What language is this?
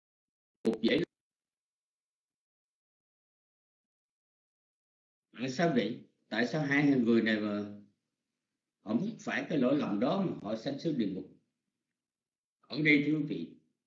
Vietnamese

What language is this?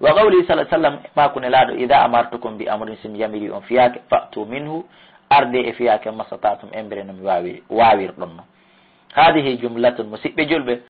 Fula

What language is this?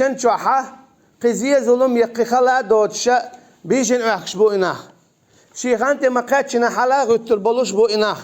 Chechen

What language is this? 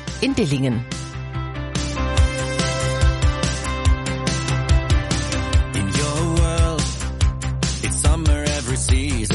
German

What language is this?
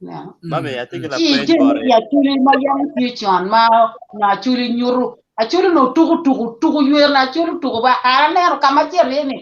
Acoli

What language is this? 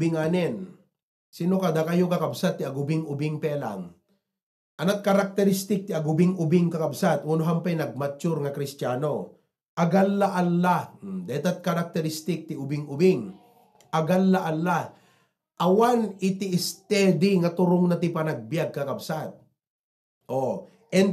Iloko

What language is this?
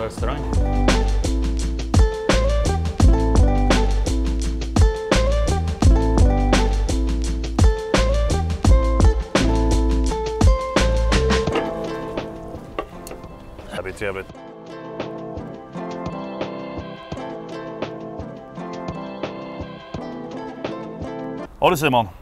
Swedish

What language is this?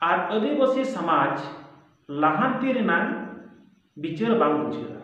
Santali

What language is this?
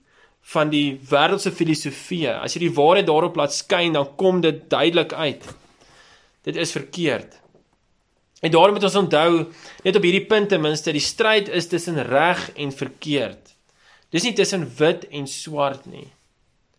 Afrikaans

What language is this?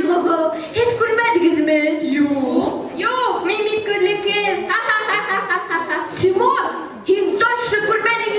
Bashkir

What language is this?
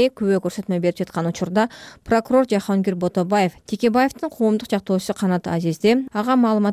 Kyrgyz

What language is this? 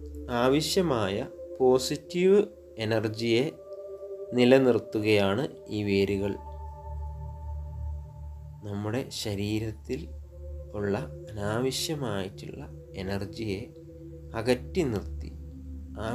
Malayalam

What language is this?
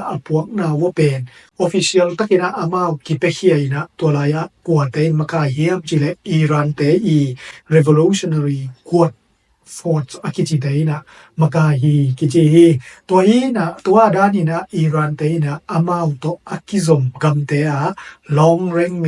Tedim Chin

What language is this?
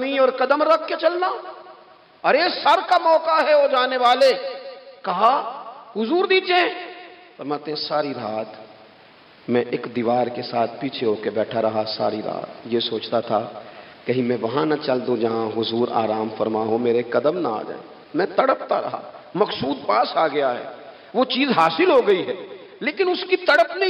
Urdu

